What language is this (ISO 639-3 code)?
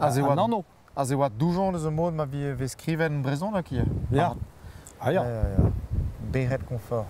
bre